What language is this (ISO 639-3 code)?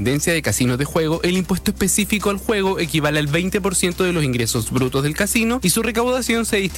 spa